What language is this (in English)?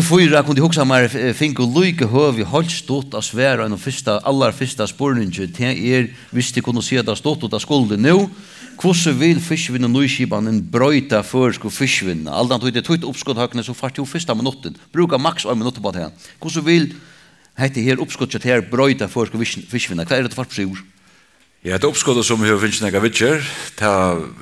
Faroese